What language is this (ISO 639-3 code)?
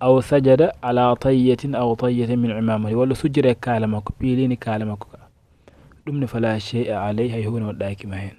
ful